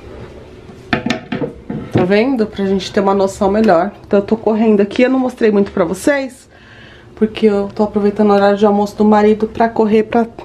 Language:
Portuguese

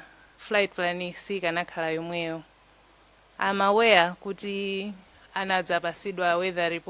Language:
Nyanja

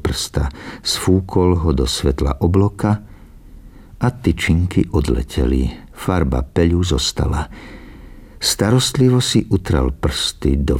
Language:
Slovak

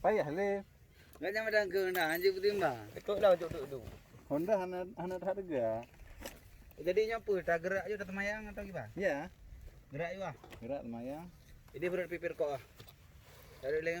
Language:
Achinese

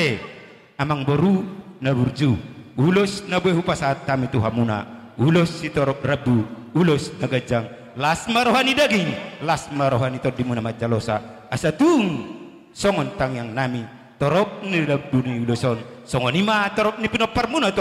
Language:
Batak Toba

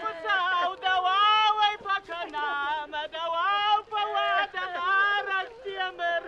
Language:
Ossetic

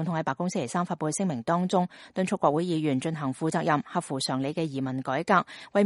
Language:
Cantonese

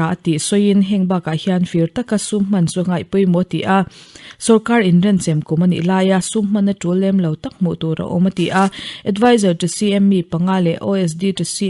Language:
Mizo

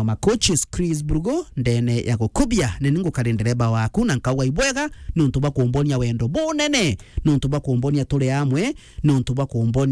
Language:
Meru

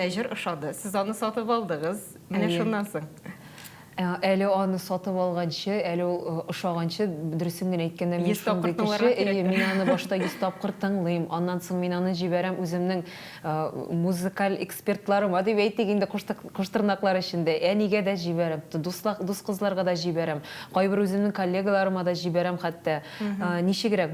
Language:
Tatar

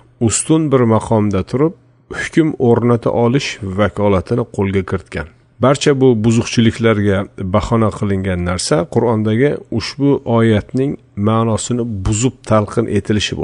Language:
Uzbek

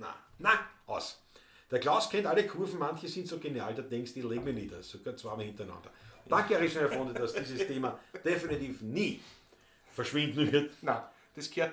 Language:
Bavarian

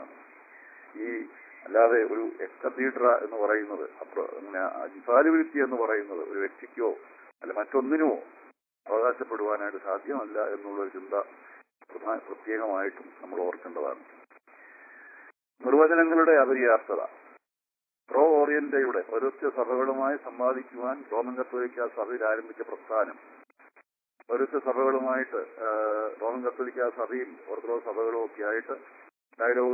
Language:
Malayalam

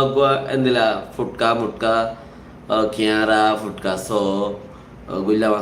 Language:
Rohingya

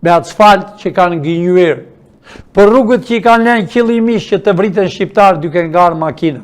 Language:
Albanian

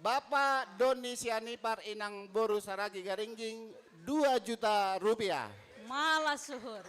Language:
Batak Simalungun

